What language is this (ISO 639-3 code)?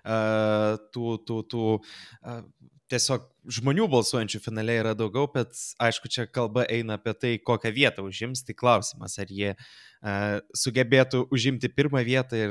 lit